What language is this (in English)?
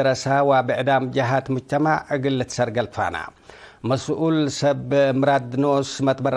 Tigre